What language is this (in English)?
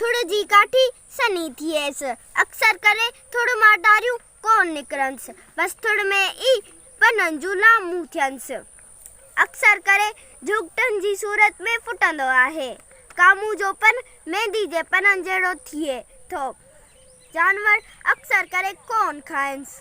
Sindhi